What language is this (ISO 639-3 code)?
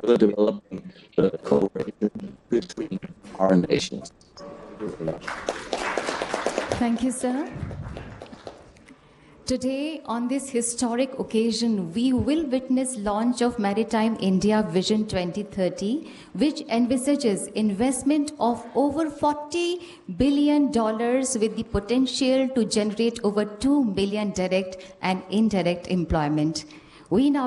eng